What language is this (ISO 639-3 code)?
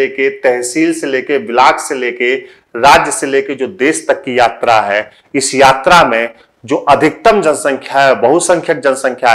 hin